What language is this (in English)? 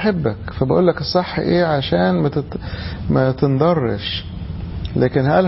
Egyptian Arabic